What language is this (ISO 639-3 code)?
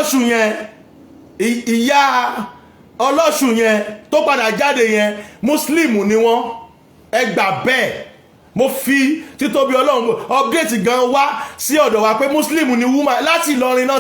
yor